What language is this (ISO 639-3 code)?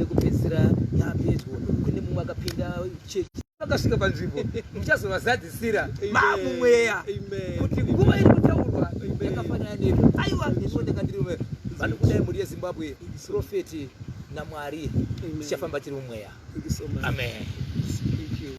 sna